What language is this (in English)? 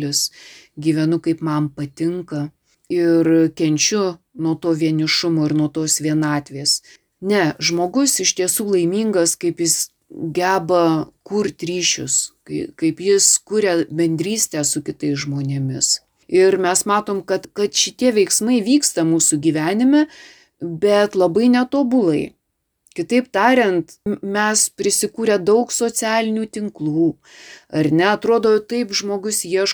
Lithuanian